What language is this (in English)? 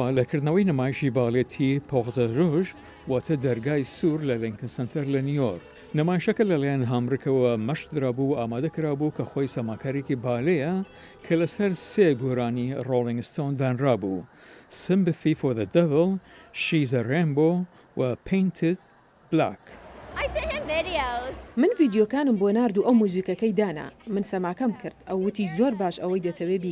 Central Kurdish